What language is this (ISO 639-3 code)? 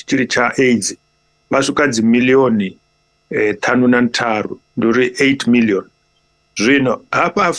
ven